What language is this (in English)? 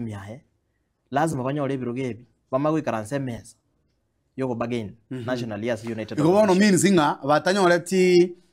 Gusii